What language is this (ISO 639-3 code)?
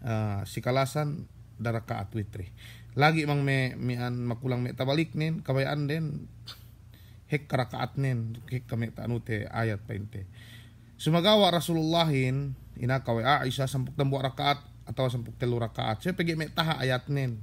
yka